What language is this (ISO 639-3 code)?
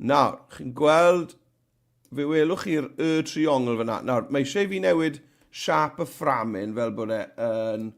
cym